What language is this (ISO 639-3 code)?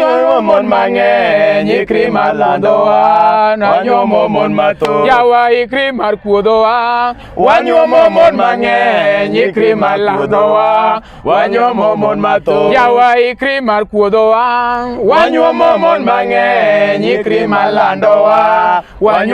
luo